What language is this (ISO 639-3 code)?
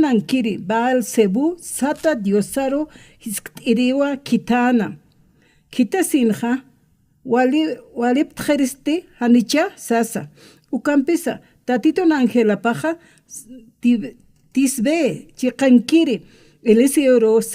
aym